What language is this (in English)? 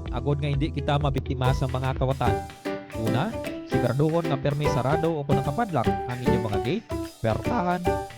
Hiligaynon